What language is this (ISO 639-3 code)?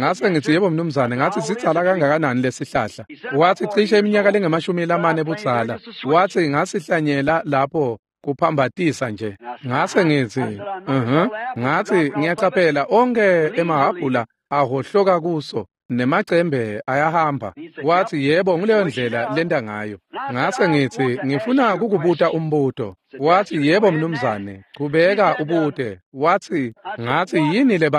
ssw